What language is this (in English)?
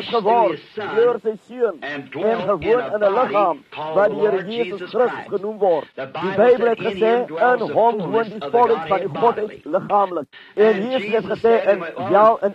Afrikaans